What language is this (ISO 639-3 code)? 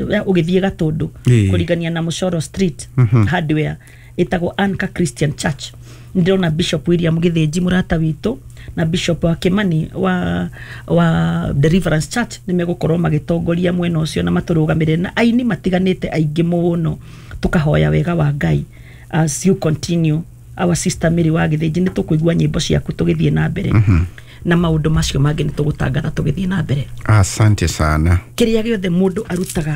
kik